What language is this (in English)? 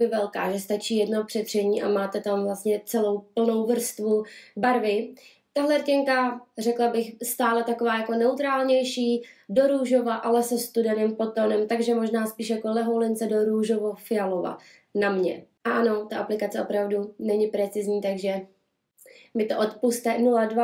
Czech